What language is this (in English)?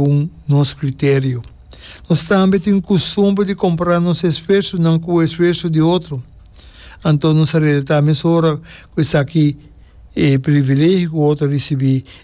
Papiamento